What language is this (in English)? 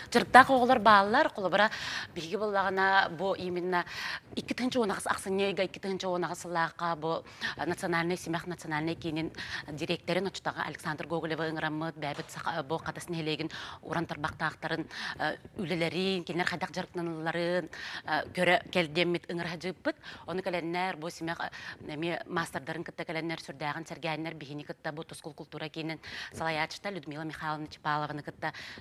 Yakut